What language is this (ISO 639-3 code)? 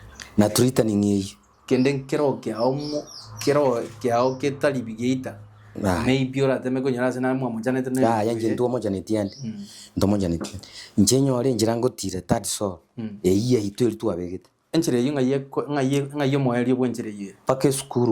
guz